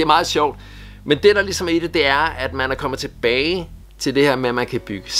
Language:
Danish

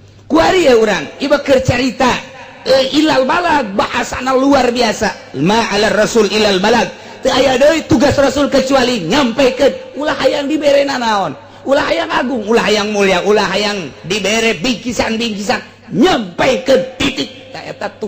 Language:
Sundanese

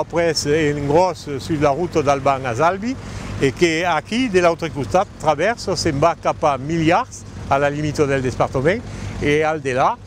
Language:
Occitan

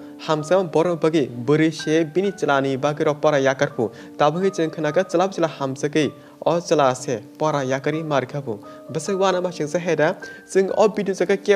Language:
Kok Borok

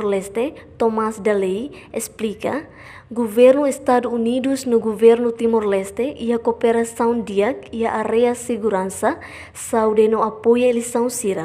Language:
Tetum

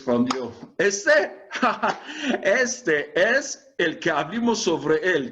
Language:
Ladino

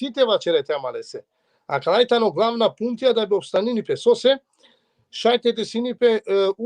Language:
Balkan Romani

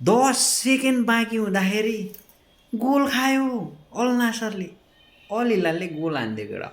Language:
Nepali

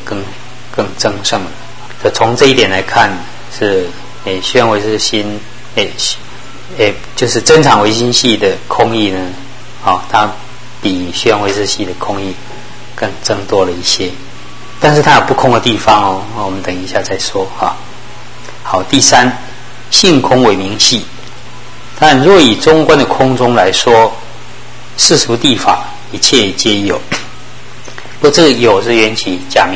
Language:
Chinese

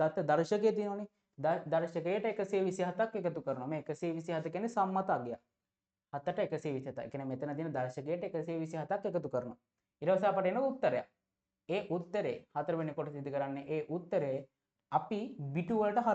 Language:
Sinhala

